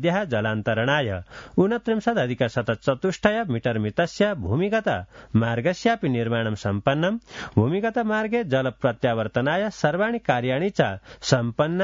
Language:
Sanskrit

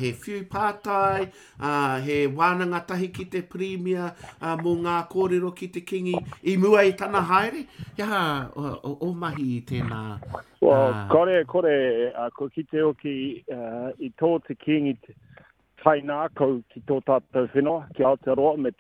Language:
Māori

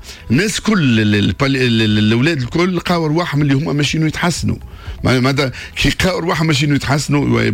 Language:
Tunisian Arabic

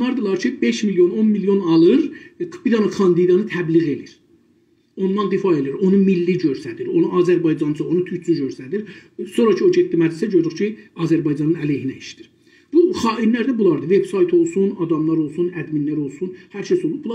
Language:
South Azerbaijani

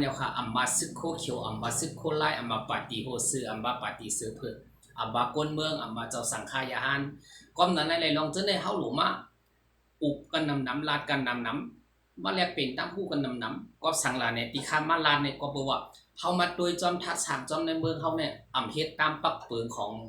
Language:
Shan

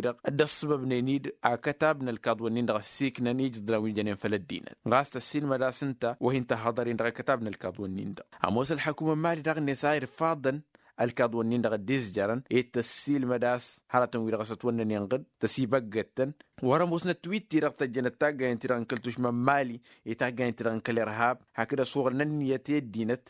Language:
Tamasheq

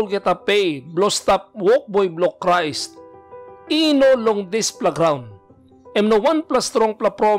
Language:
Tok Pisin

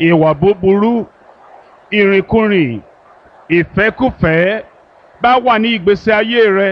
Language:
Yoruba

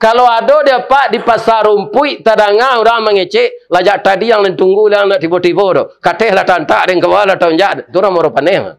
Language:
Minangkabau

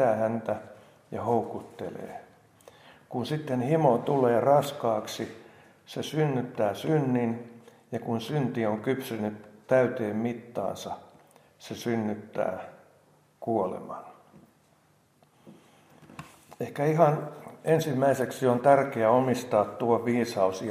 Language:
Finnish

